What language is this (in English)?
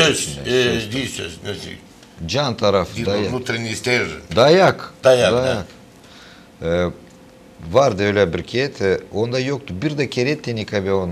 Gagauz